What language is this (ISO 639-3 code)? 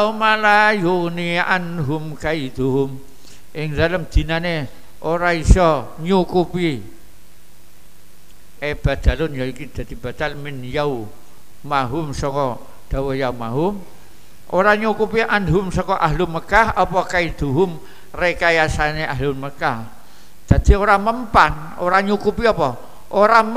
jav